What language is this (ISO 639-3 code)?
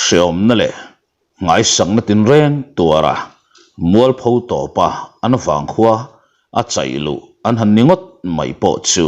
lus